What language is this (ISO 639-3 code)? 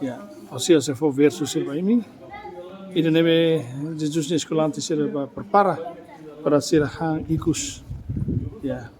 tet